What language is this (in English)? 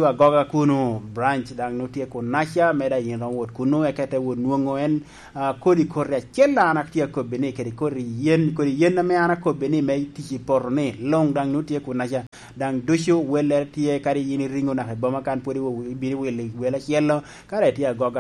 Lango (Uganda)